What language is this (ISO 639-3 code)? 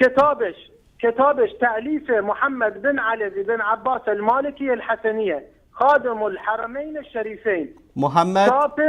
fas